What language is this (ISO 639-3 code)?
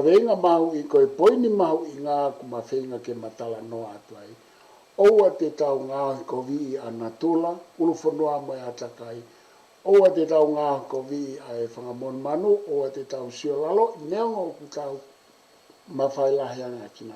ton